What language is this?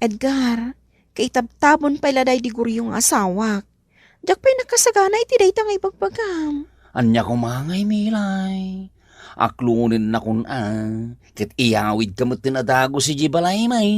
Iloko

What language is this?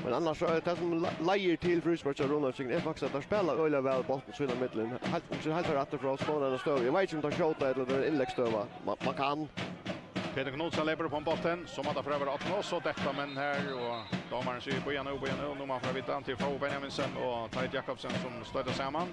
Faroese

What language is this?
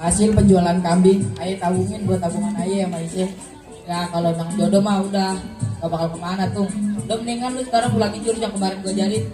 Betawi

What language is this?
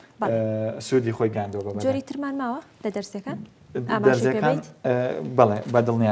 Central Kurdish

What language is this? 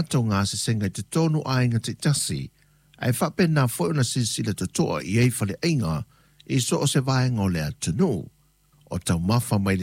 Samoan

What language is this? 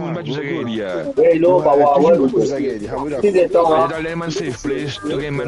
Morisyen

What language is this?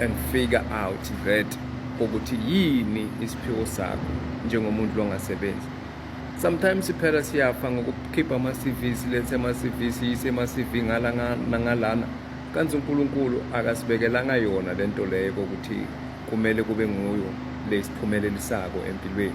Zulu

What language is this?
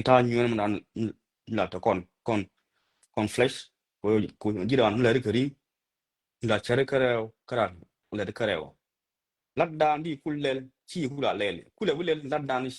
Nuer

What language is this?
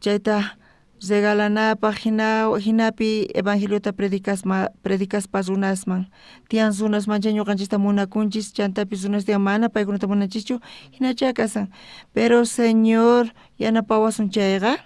South Bolivian Quechua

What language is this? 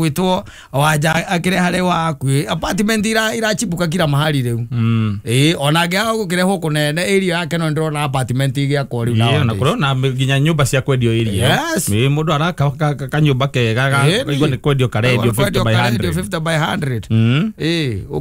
Kikuyu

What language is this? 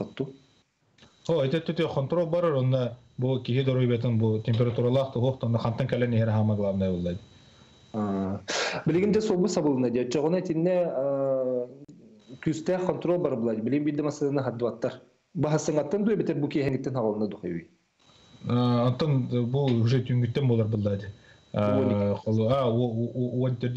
Yakut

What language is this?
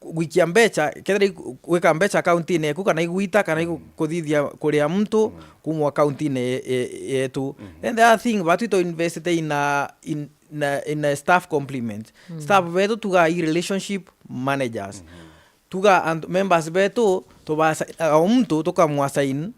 Meru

